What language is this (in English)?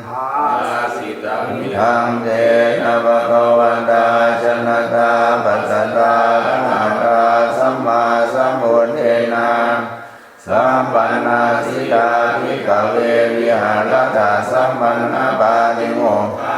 Pali